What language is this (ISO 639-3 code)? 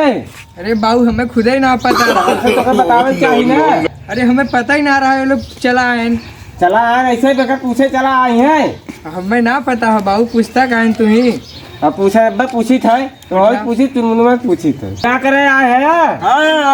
awa